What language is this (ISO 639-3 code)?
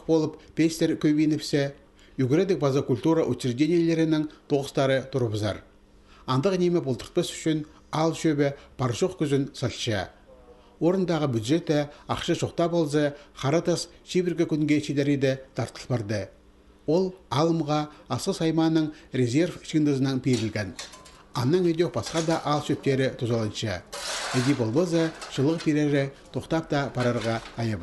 kjh